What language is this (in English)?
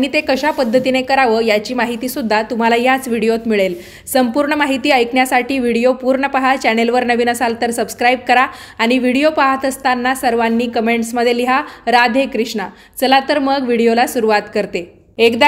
Marathi